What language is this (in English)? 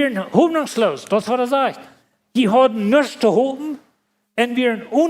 Plautdietsch